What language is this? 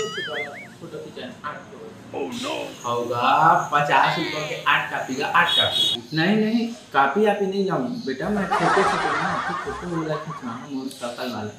Chhattisgarhi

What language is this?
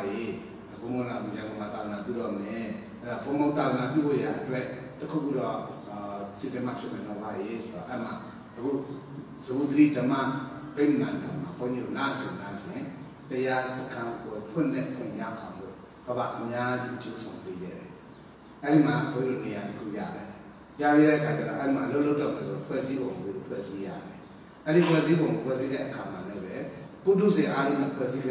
Burmese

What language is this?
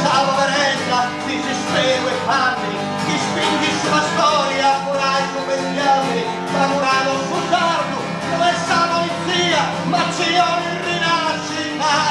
Sardinian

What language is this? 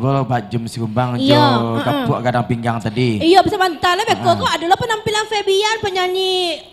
Minangkabau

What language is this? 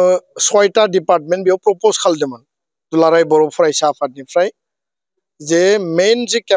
Bodo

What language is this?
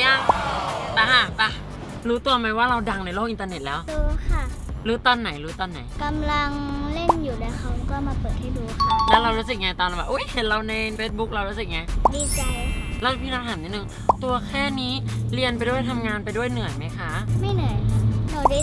Thai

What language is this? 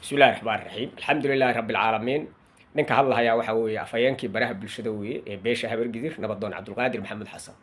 Somali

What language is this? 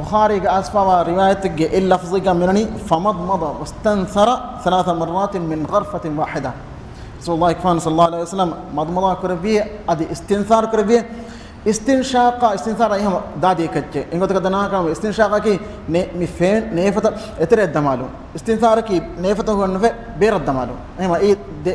Divehi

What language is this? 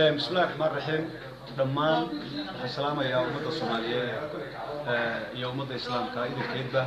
Somali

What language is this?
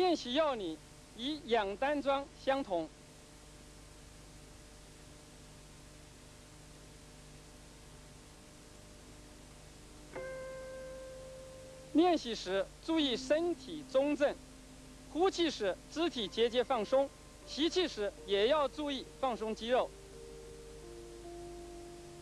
Chinese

